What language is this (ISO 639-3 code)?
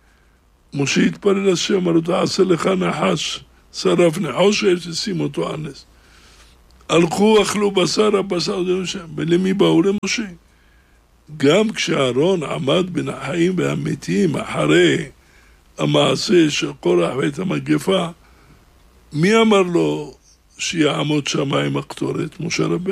heb